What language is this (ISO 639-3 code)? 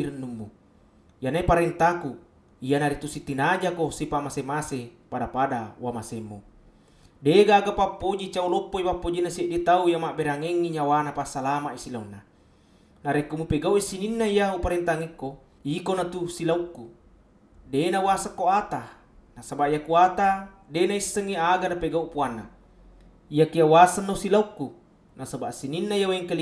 bug